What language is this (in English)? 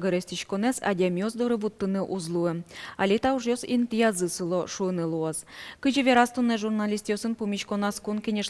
Udmurt